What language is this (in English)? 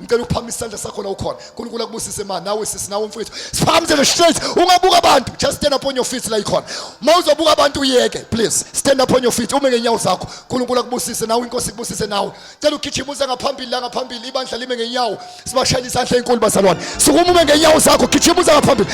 Zulu